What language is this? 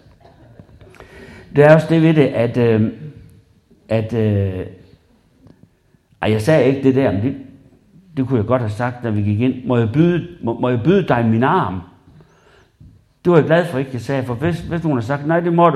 Danish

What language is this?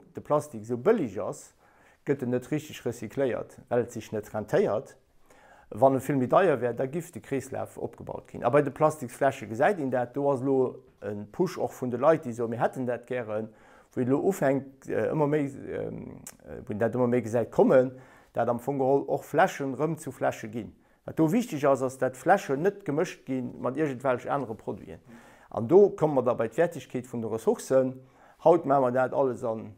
Luxembourgish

